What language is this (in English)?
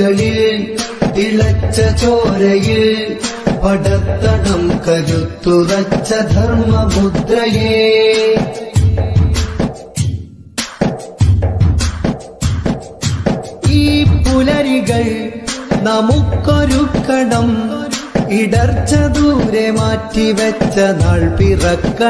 Malayalam